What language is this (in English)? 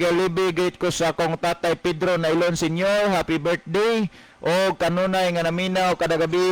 Cebuano